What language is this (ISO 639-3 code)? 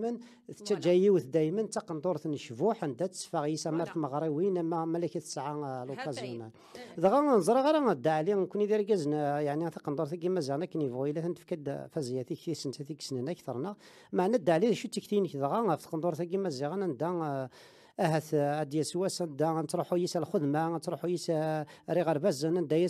kab